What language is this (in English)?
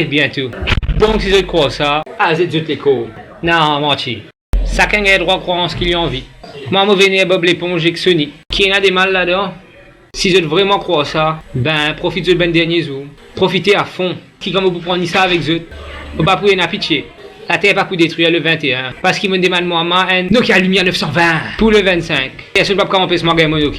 Morisyen